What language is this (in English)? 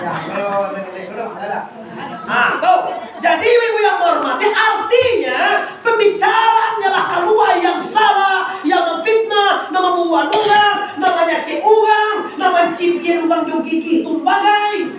Minangkabau